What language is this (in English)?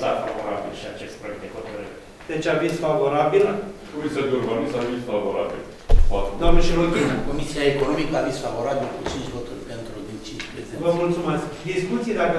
Romanian